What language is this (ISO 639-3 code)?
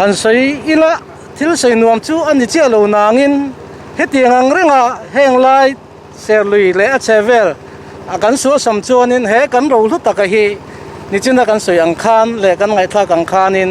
lus